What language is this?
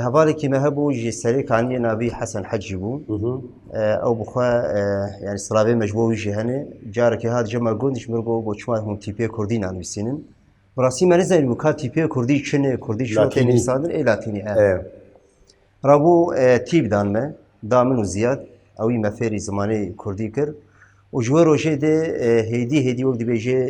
Kurdish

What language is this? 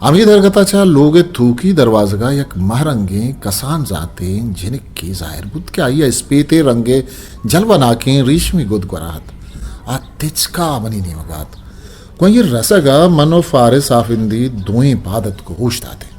Eastern Balochi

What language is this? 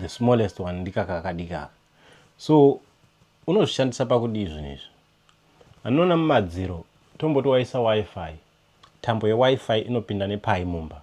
Shona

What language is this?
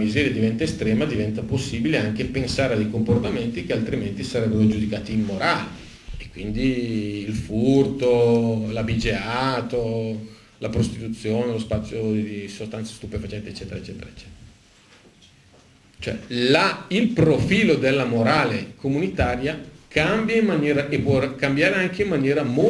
Italian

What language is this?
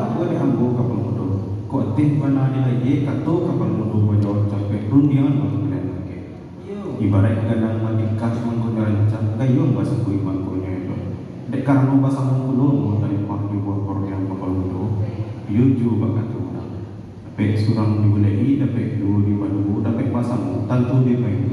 Minangkabau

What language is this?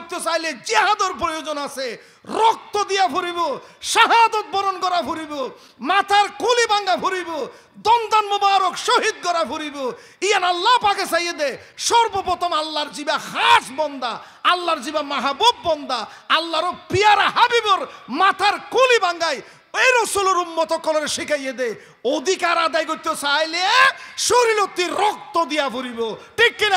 Rohingya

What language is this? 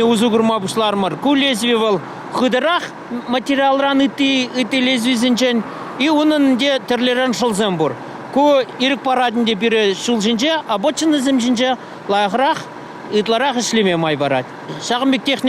Chuvash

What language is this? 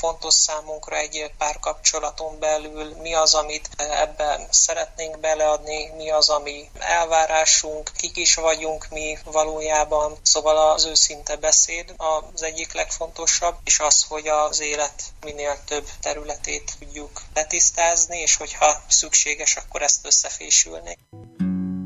Hungarian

